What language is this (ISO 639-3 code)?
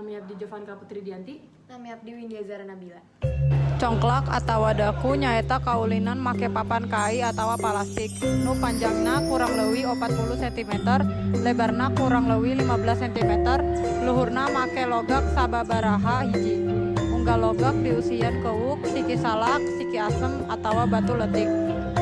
sun